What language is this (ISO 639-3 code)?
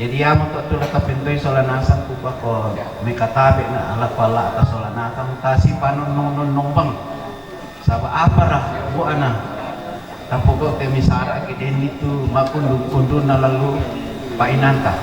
sda